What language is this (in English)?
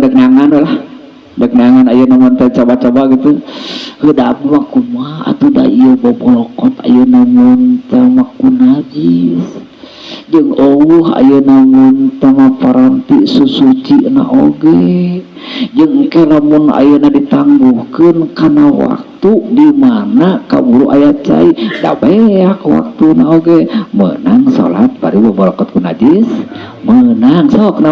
Sundanese